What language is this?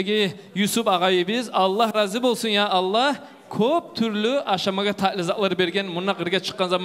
Kumyk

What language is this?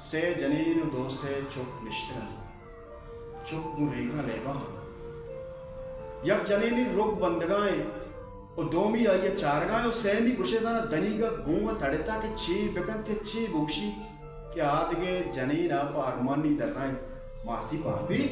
Baluchi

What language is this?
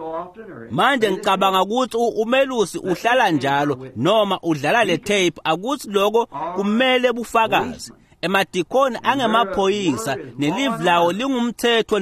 Swati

